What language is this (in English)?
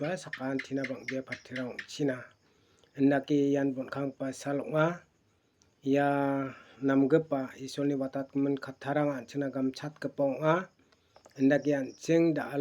Garo